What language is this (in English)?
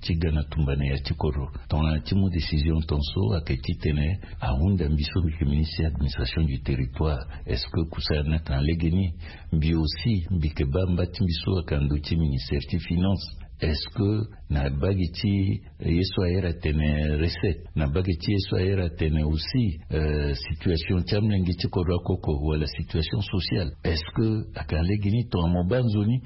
Sango